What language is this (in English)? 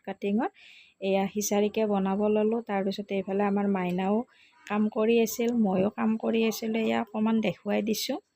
Assamese